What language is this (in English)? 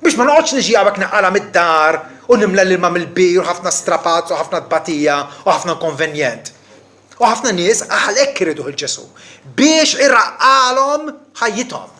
Maltese